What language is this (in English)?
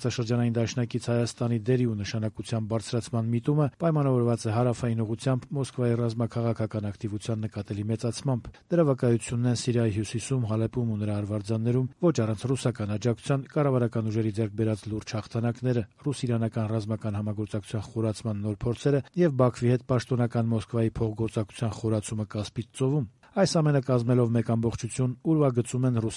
Armenian